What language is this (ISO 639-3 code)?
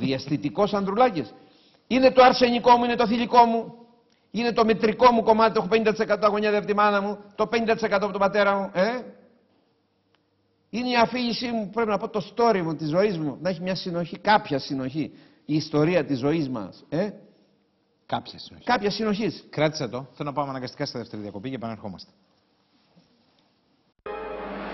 ell